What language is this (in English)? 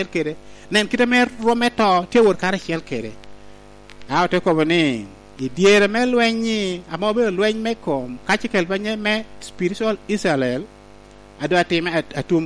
Lango (Uganda)